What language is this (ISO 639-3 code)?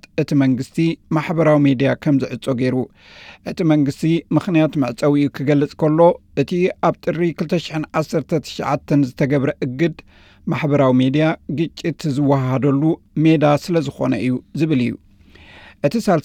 tir